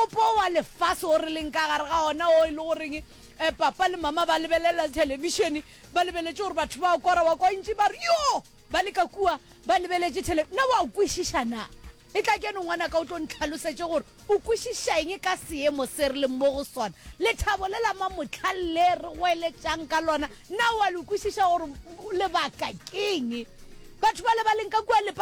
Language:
Northern Sotho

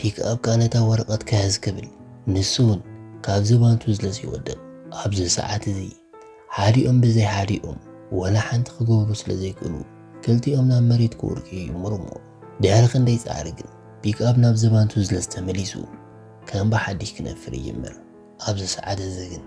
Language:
Tigrinya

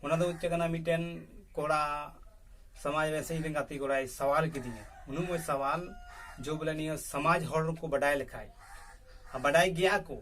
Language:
Santali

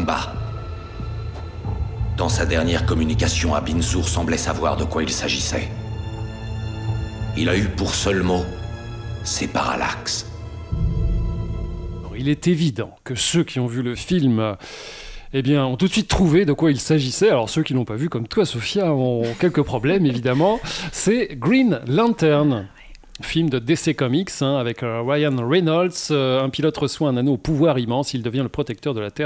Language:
French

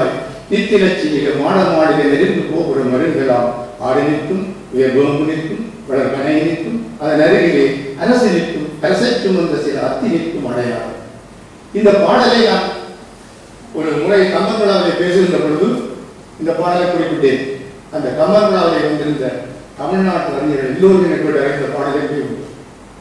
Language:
Tamil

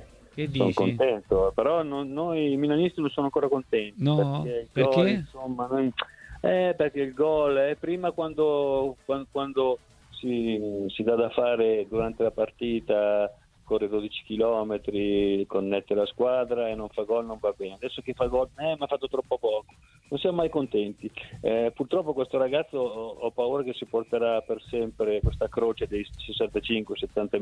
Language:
Italian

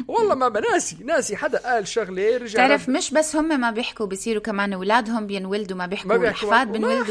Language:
North Levantine Arabic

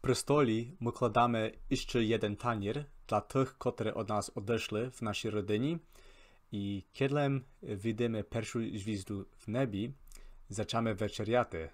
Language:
Rusyn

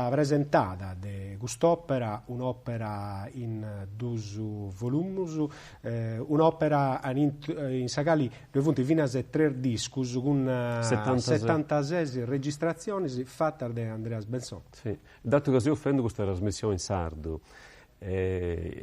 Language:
Sardinian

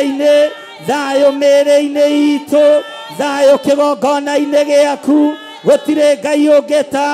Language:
Kikuyu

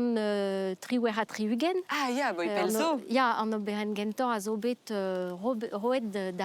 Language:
Breton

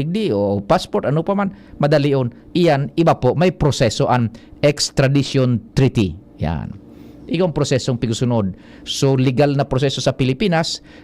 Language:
Bikol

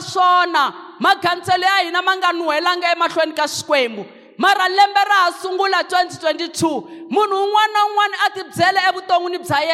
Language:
Tsonga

